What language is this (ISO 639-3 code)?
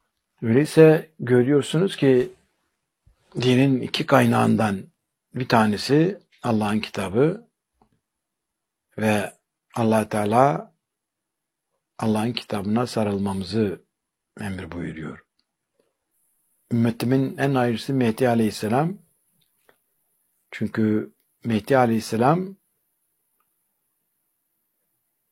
tur